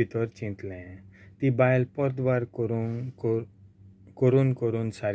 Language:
Konkani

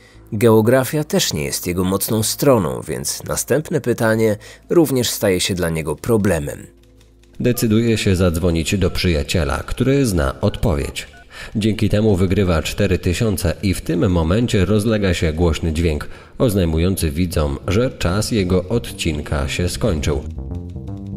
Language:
Polish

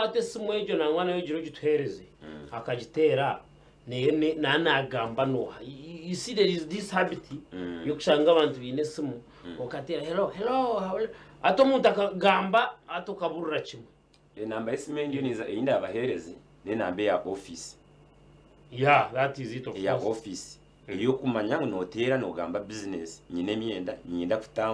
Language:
Nyankole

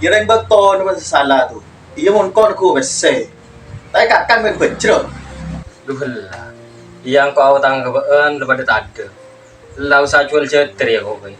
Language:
Madurese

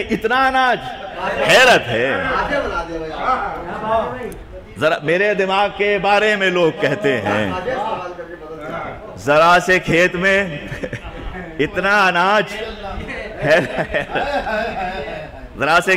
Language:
Urdu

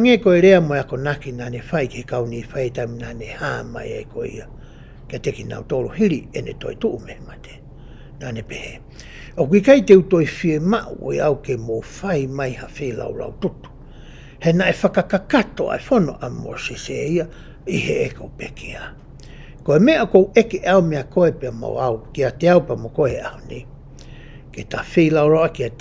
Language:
Tongan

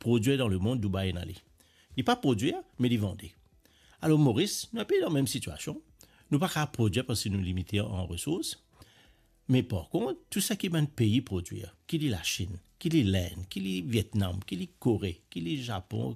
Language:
Morisyen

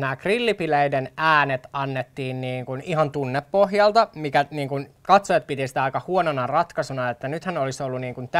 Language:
Finnish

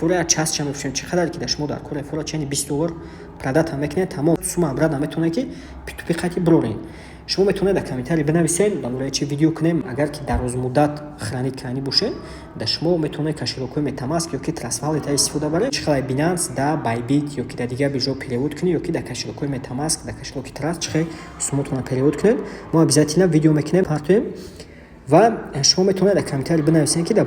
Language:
Tajik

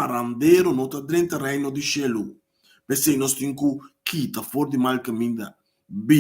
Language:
Papiamento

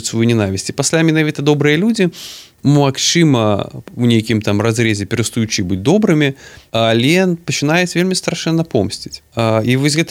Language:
Belarusian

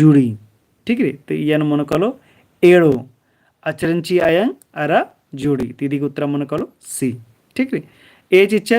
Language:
Kurukh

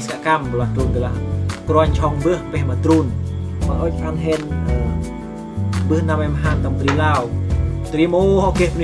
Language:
Central Mnong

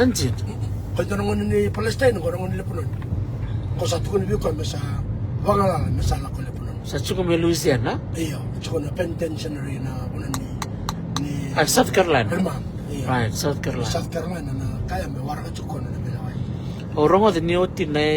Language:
Fijian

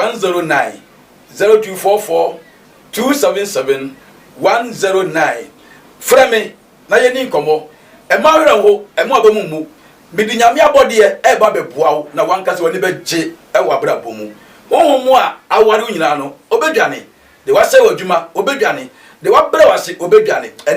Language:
Akan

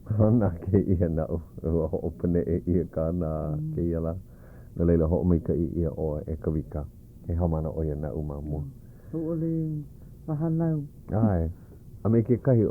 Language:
Hawaiian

